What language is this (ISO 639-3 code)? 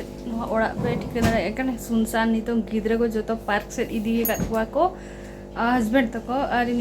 sat